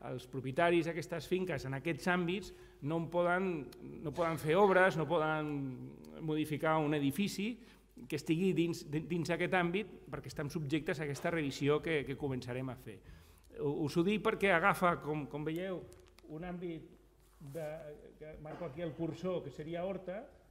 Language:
Catalan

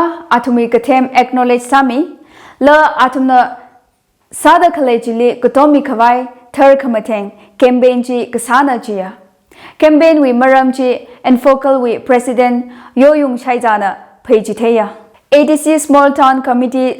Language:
Tangkhul Naga (India)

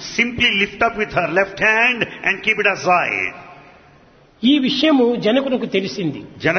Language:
Telugu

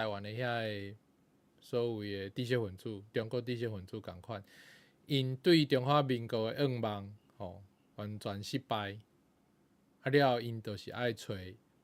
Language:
Min Nan Chinese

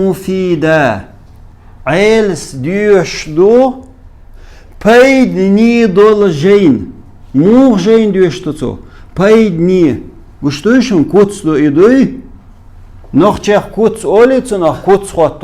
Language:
Chechen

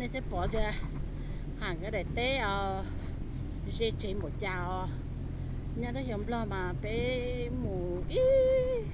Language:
Hmong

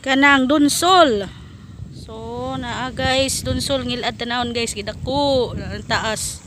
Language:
Cebuano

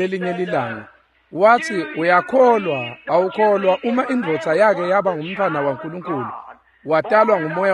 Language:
Swati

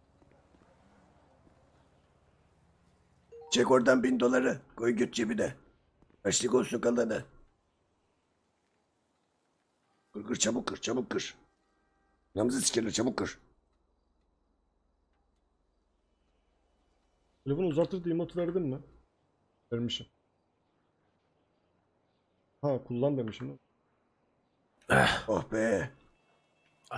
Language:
Turkish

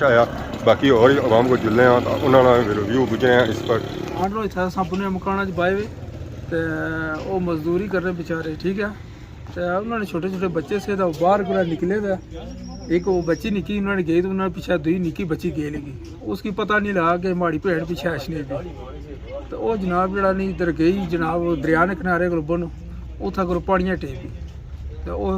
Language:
Pahari-Potwari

